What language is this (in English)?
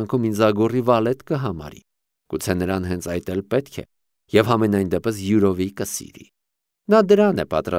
Armenian